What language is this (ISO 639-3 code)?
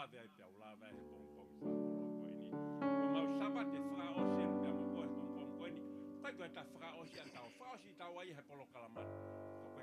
ton